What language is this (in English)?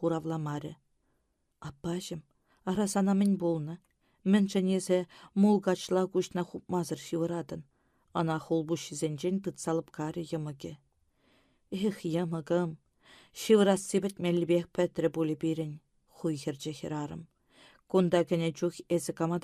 Chuvash